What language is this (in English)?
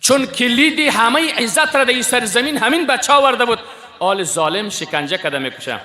Persian